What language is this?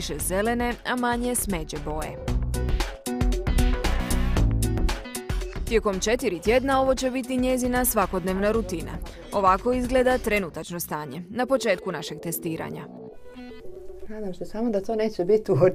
Croatian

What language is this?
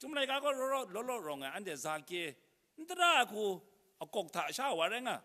Kachin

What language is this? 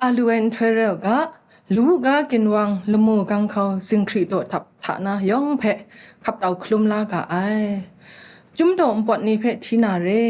Kachin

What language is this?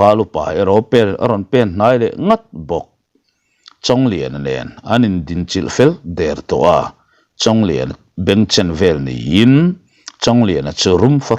Mizo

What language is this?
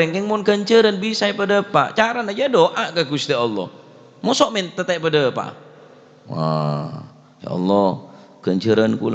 Madurese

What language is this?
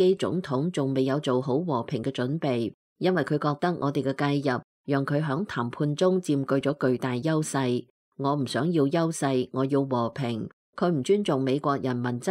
Cantonese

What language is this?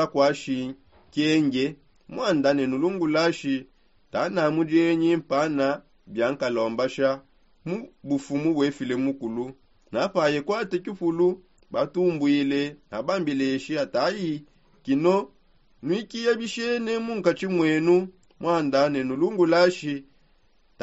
Songe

